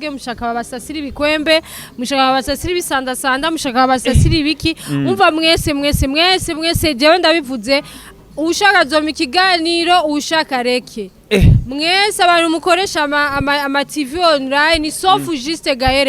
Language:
Rundi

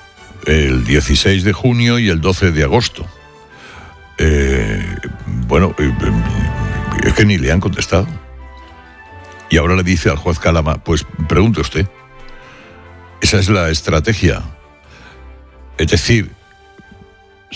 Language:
Spanish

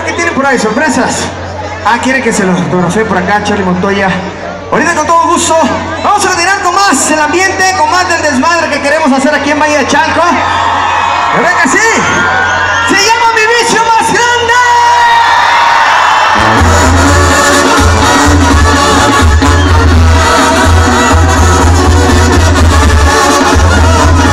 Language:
Spanish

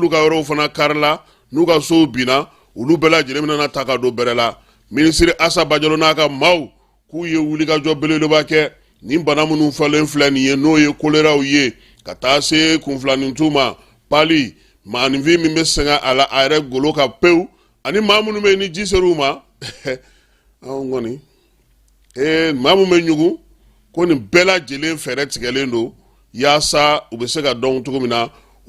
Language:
Bambara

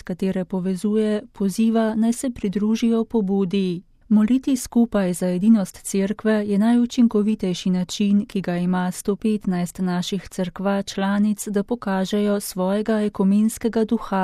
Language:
Slovenian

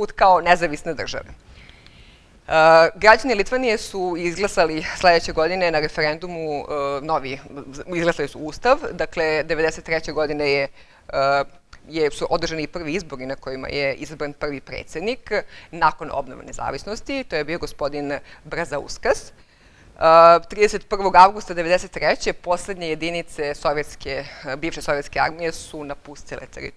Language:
Serbian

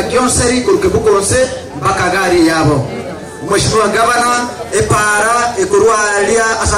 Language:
Gusii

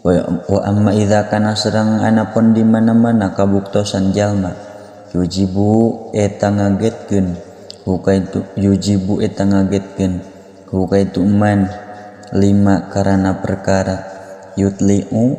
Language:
Sundanese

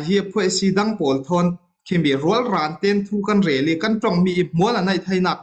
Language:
Falam Chin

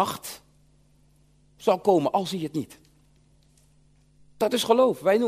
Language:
Dutch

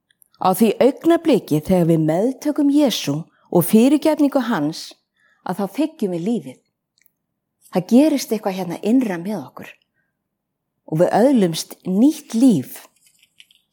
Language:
Icelandic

